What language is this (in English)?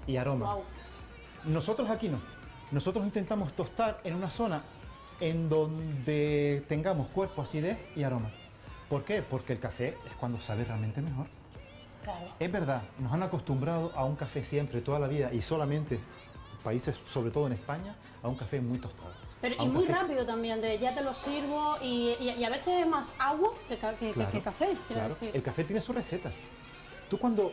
Spanish